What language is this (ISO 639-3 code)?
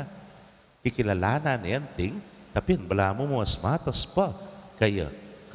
pam